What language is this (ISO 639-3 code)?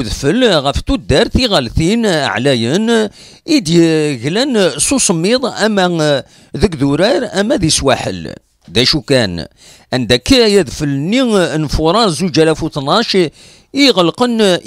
kab